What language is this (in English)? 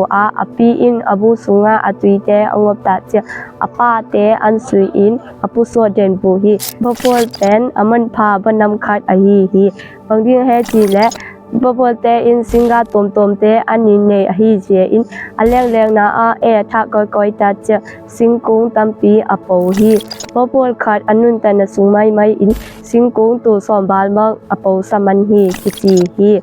Tedim Chin